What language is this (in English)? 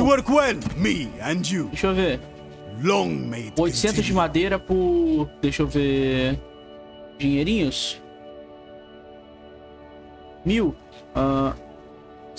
Portuguese